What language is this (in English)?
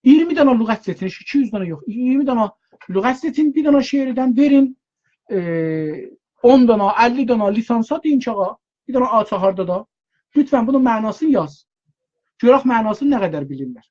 South Azerbaijani